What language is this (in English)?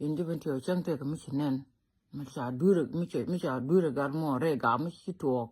Nuer